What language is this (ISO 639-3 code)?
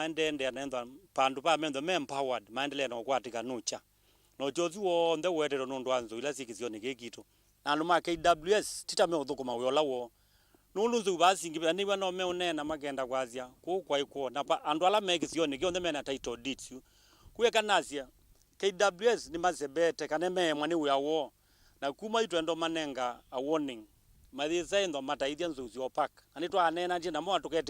kam